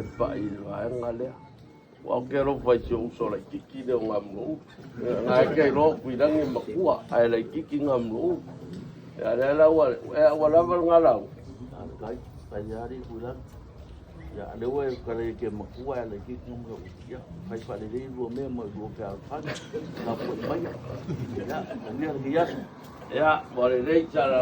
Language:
Samoan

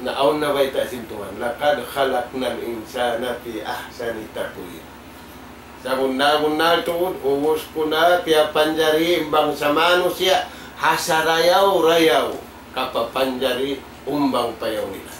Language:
Tausug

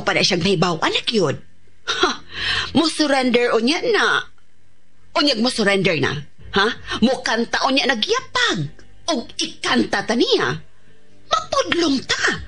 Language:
Cebuano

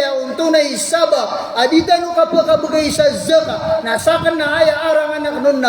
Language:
Maranao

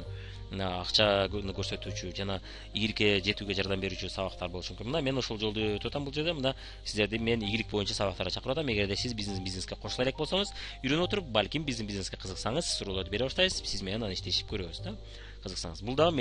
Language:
Kyrgyz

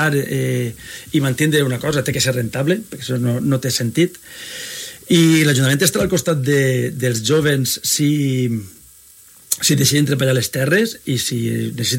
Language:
Catalan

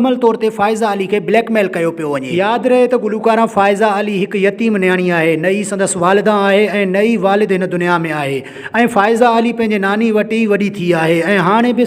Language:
Sindhi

